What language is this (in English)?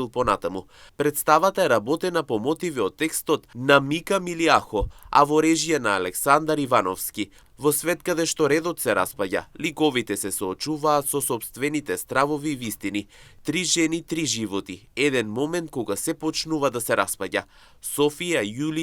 Macedonian